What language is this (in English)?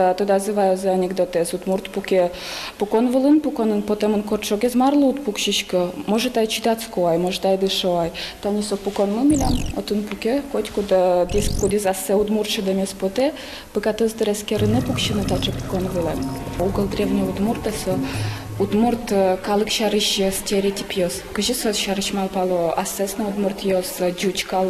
Udmurt